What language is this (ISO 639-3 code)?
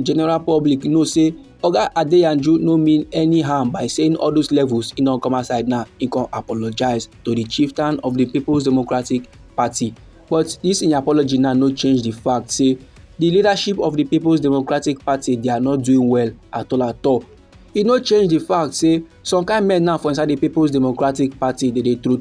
pcm